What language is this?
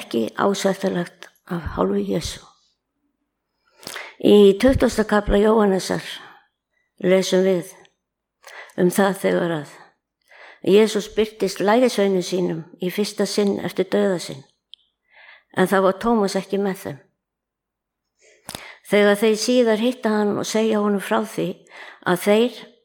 Icelandic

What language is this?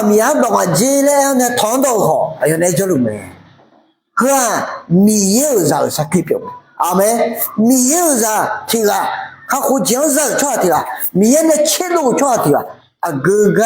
Akha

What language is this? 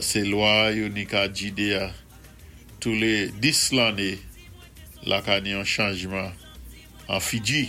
Saint Lucian Creole French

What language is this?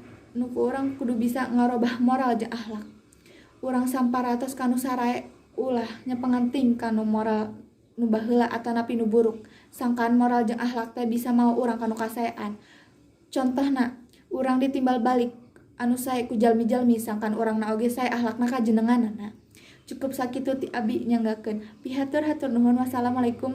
Sundanese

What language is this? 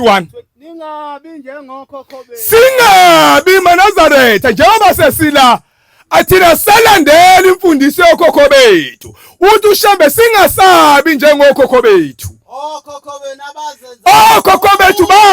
Zulu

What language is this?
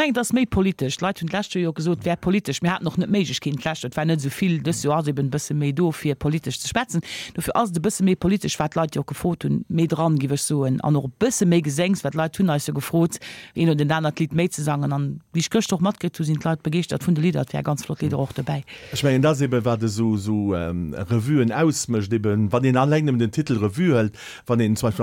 Luxembourgish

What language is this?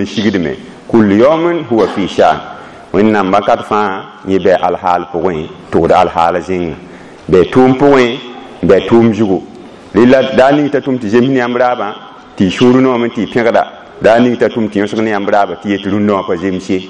Mossi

